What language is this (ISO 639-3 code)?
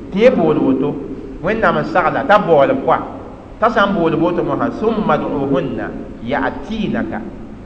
mos